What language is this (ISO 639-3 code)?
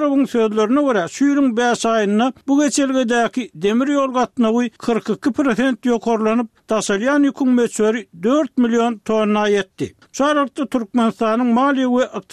tuk